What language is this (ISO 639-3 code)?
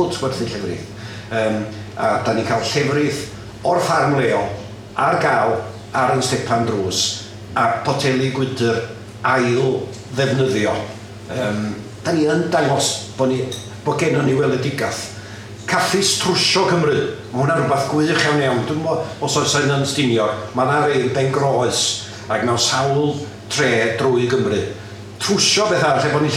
cym